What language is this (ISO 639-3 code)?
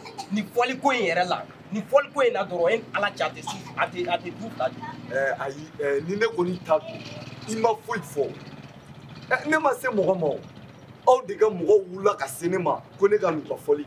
bam